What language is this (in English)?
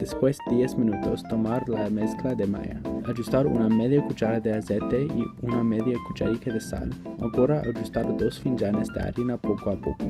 Ladino